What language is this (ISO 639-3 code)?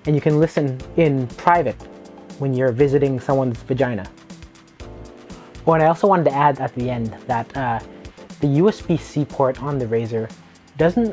eng